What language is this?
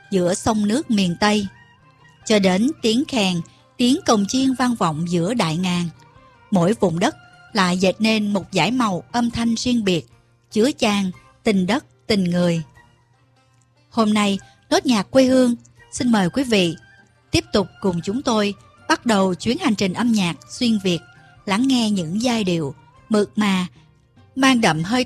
Vietnamese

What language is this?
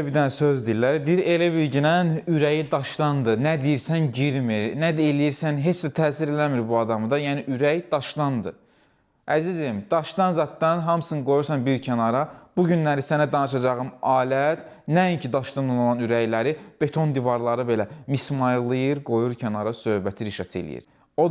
Azerbaijani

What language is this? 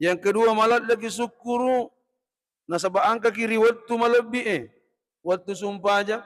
Buginese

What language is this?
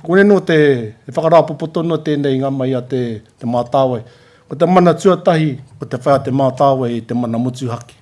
Māori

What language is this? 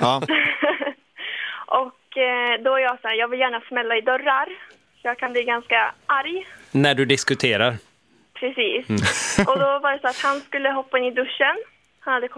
Swedish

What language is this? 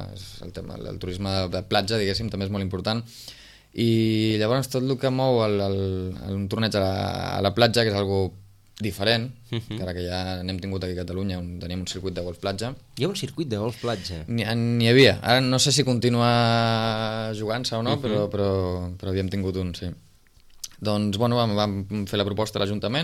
Catalan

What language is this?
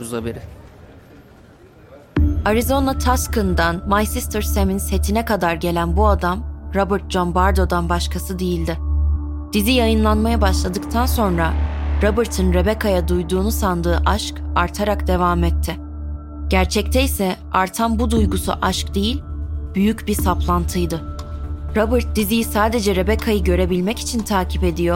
Turkish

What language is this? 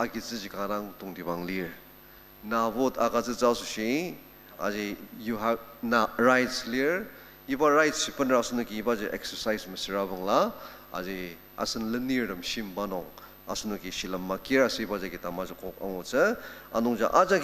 Ao Naga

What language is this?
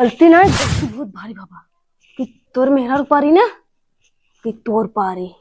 Awadhi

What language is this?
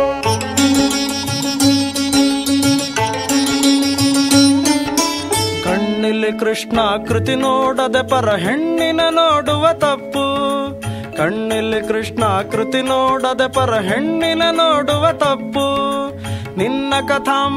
Kannada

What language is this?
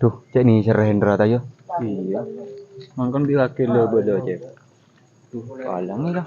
Madurese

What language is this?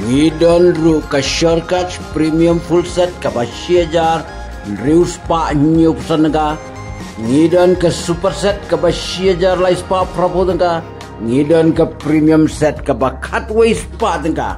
Khasi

